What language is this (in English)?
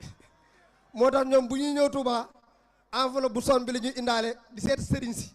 Wolof